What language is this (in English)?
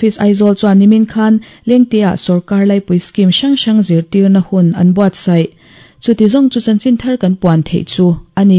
Mizo